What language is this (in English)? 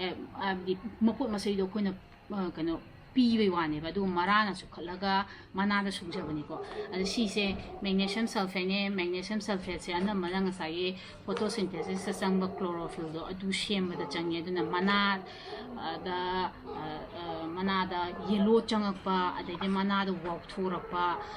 Manipuri